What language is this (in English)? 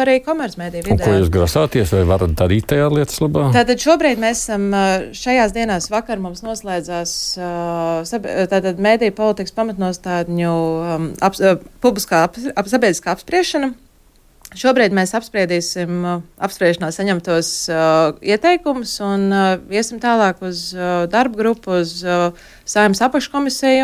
Latvian